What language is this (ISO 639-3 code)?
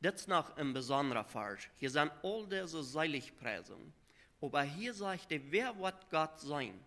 pdt